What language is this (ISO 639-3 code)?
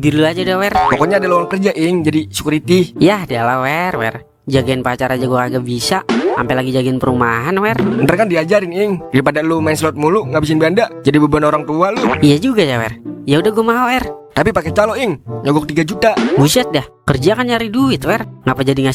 bew